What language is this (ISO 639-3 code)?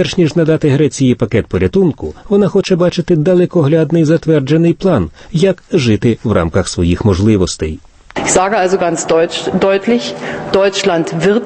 ukr